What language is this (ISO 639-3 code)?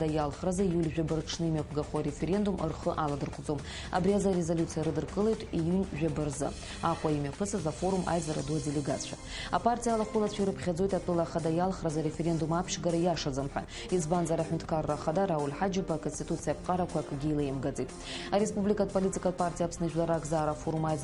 abk